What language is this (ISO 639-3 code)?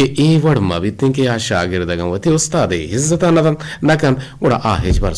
bgp